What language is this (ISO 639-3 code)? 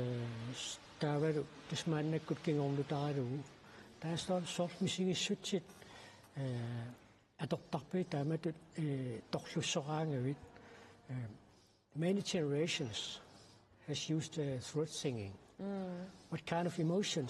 kal